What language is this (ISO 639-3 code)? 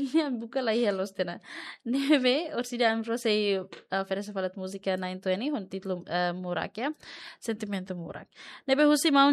tet